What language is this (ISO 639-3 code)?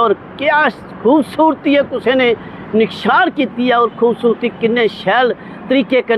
doi